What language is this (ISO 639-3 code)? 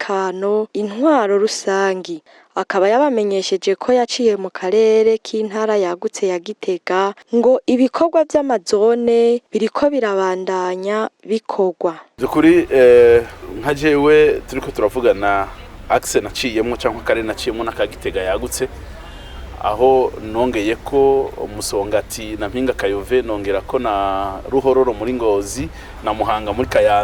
run